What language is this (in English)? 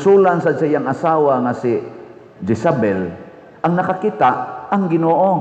Cebuano